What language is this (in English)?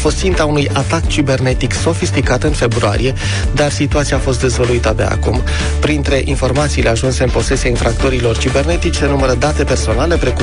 Romanian